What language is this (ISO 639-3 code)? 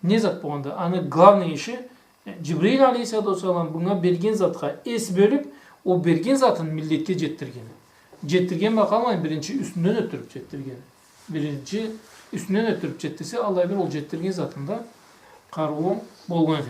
krc